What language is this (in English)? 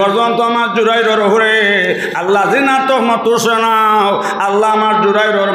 Sylheti